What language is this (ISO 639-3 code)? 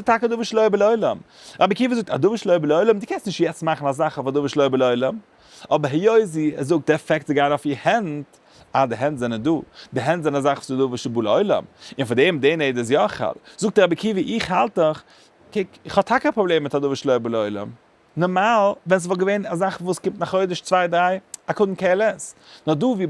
yid